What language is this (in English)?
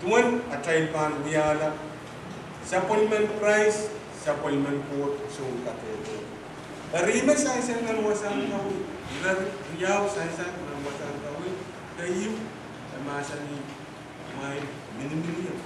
Pohnpeian